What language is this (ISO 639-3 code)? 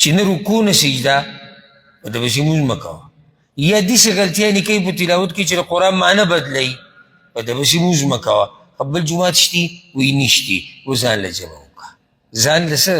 pus